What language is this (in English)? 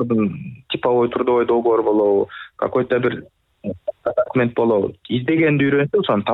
Kyrgyz